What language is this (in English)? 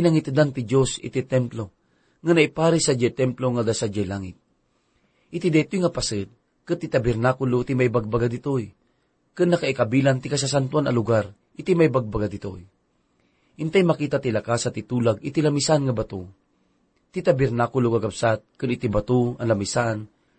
Iloko